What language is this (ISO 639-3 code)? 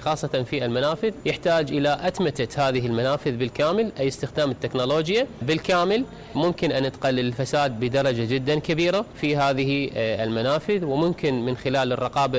ara